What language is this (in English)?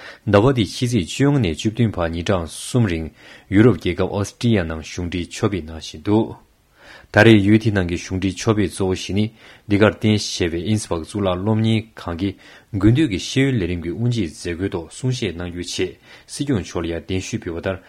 Tibetan